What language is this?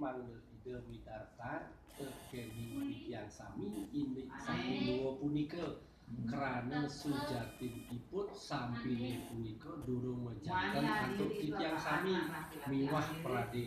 Balinese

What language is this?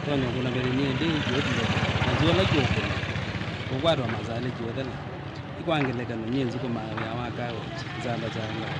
Kamba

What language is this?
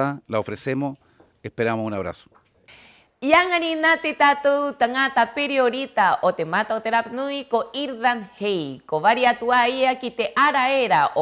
Rapanui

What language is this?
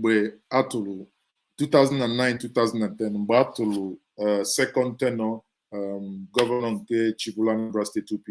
Igbo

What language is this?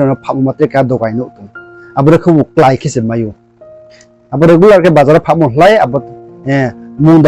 Riang (India)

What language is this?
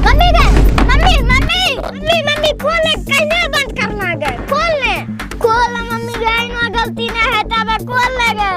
Angika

